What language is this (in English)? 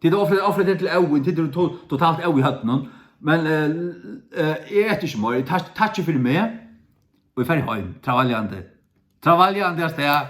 Faroese